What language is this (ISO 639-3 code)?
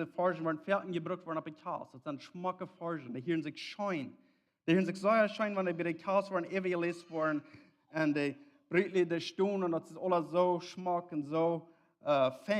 pdt